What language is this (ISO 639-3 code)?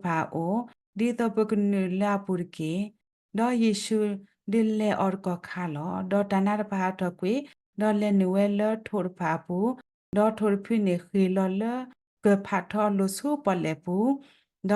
ksw